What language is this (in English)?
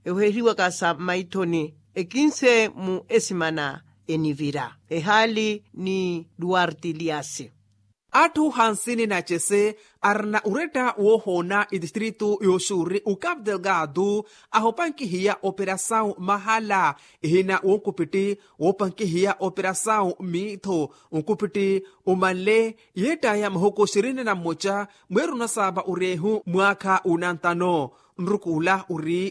Makhuwa